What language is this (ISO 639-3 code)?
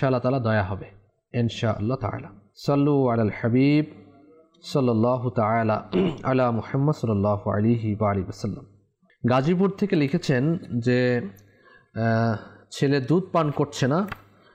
ben